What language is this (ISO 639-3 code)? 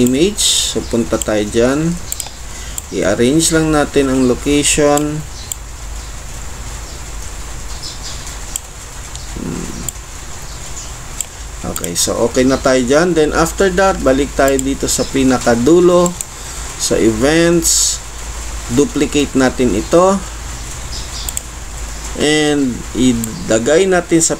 fil